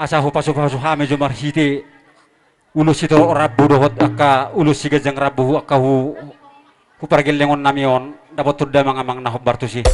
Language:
Batak Toba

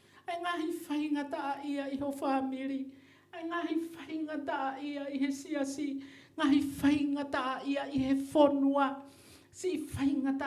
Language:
Tongan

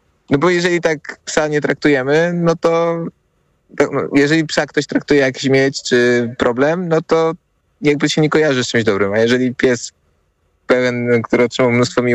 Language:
Polish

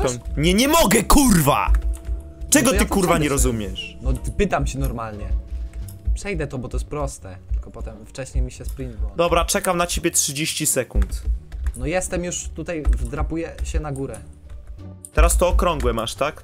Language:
Polish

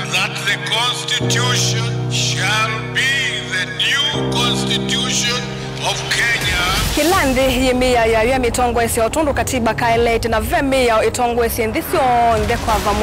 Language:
Kamba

